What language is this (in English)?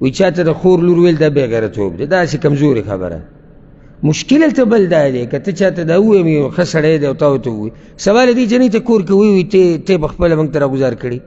Pashto